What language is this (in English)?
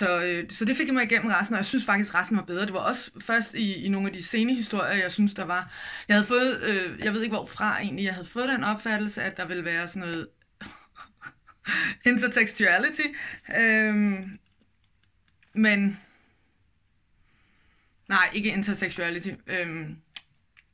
Danish